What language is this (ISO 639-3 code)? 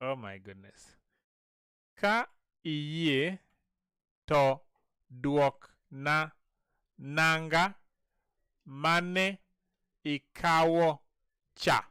luo